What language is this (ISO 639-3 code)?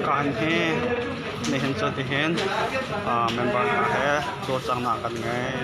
cnh